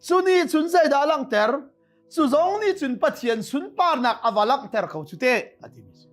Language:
Hakha Chin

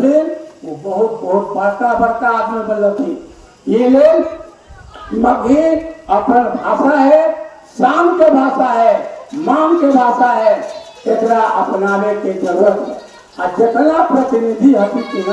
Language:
Magahi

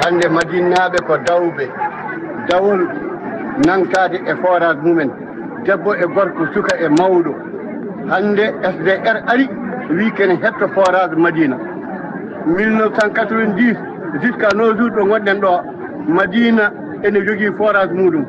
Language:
Fula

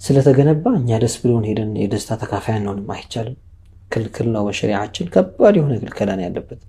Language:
Amharic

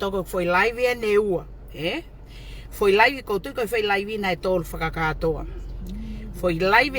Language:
Tongan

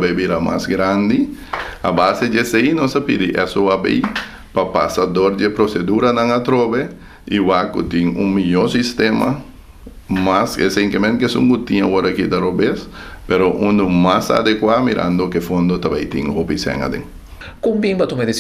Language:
Papiamento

